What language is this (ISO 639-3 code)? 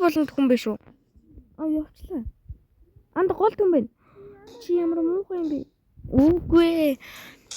mon